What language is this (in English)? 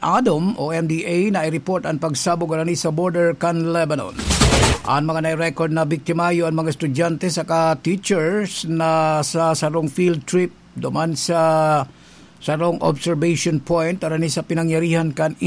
Bikol